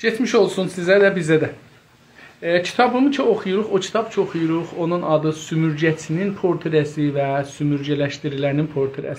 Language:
South Azerbaijani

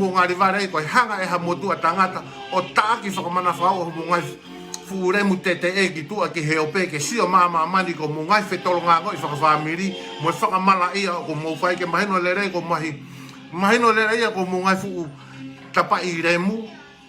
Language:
Tongan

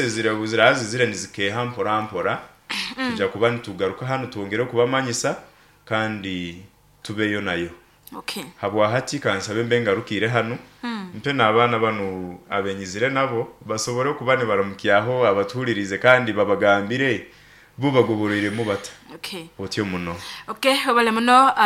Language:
Nyoro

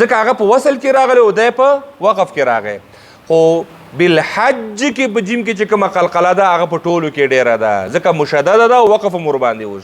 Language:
Pashto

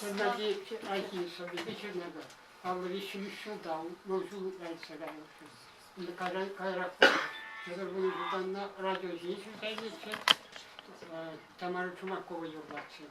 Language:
Chuvash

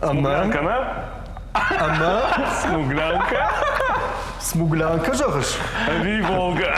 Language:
Ossetic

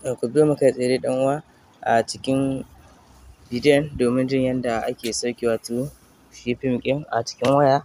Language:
Hausa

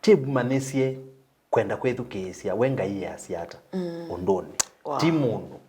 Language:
Kamba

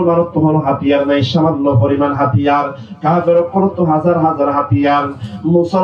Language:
Rohingya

